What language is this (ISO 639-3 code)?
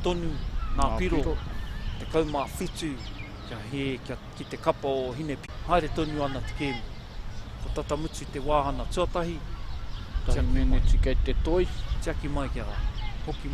mri